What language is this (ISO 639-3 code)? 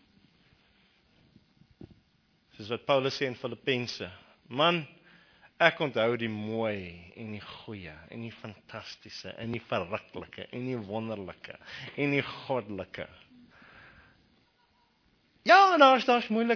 afr